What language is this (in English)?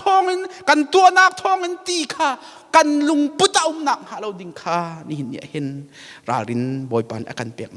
Hakha Chin